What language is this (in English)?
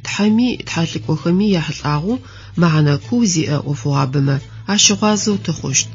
Adyghe